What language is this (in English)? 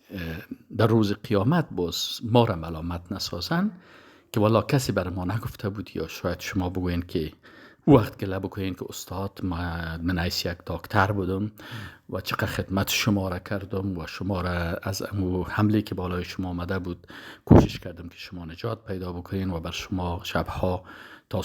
Persian